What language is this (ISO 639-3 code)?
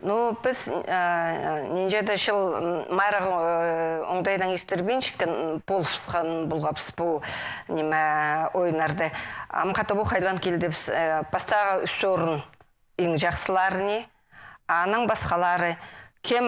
kjh